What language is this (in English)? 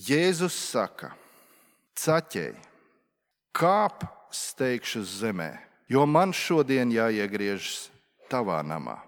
Latvian